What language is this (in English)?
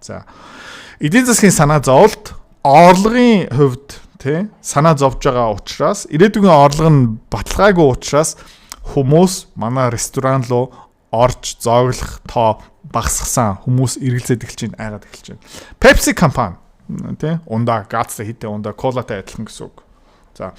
Mongolian